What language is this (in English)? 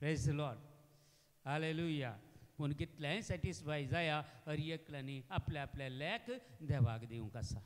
Konkani